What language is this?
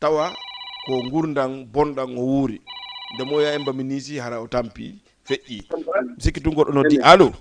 Fula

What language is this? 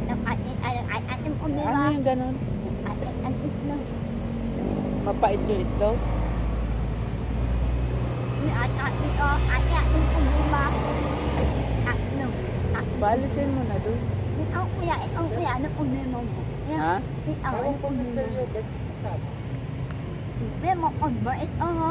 Filipino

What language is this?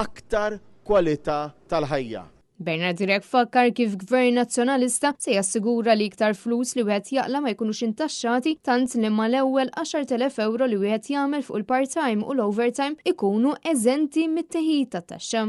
Maltese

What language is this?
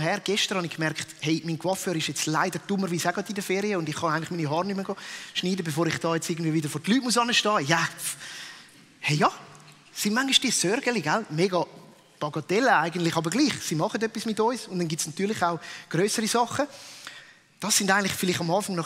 Swiss German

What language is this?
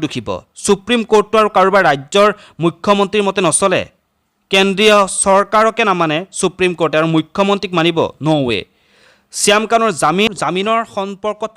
Assamese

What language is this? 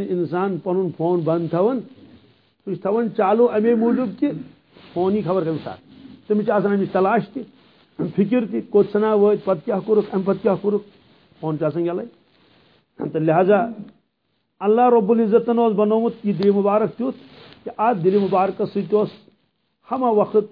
Kashmiri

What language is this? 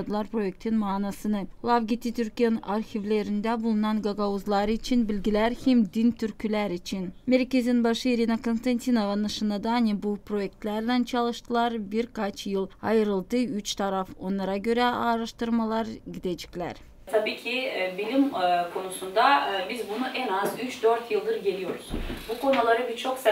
Gagauz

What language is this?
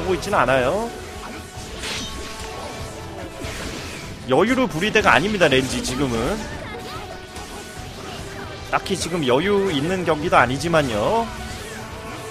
Korean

